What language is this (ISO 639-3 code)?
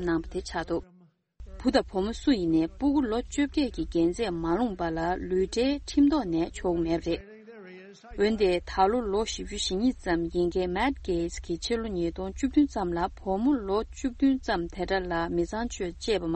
bod